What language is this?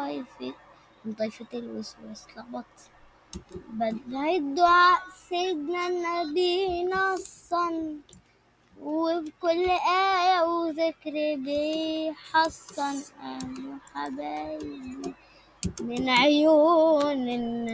Egyptian Arabic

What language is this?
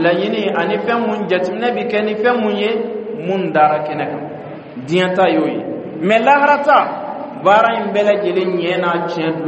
Bambara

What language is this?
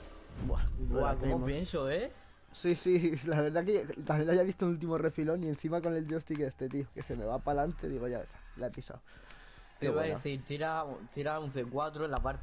Spanish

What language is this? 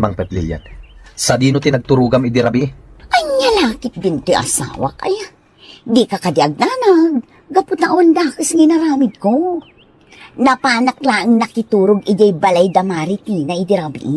Iloko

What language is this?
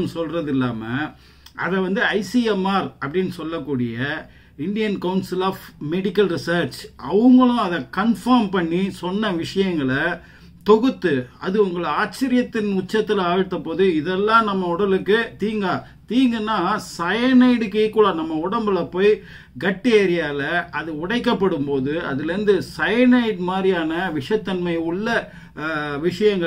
Tamil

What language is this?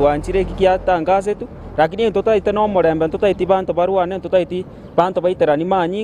Gusii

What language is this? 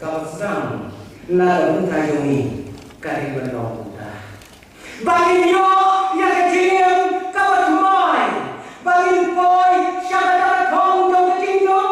Khasi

